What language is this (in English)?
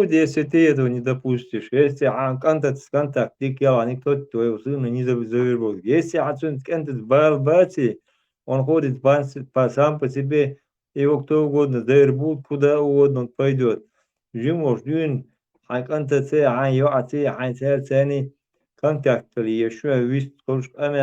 Chechen